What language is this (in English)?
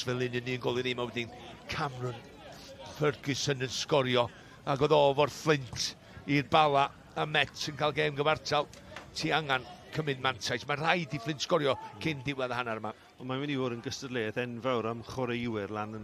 Welsh